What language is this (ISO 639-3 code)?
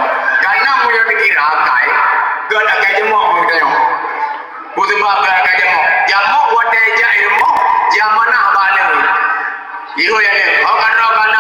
ace